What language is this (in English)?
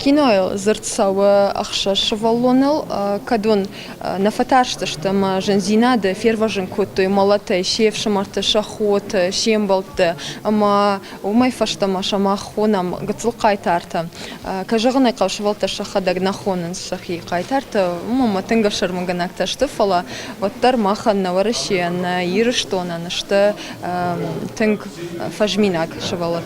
Ossetic